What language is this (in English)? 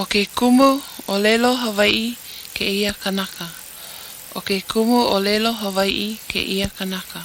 Hawaiian